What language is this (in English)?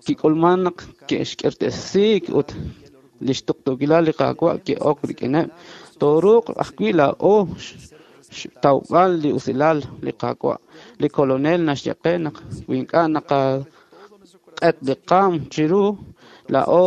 Kekchí